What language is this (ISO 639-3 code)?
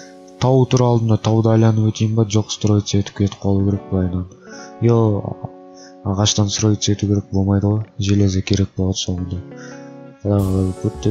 kaz